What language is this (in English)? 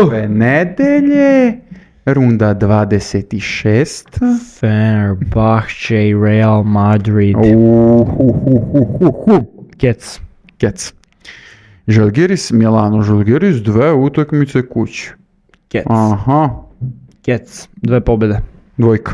Serbian